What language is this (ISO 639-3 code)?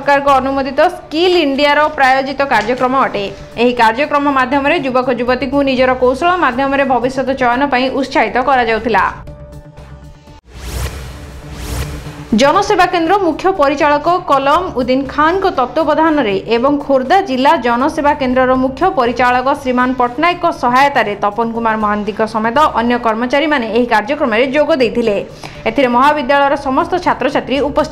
ori